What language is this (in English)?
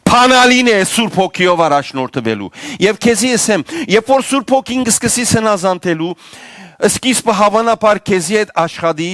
Western Armenian